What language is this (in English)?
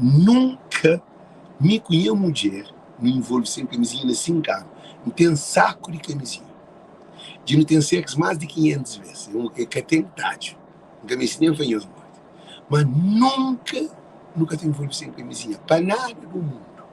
Kabuverdianu